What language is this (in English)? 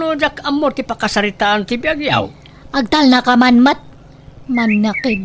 Iloko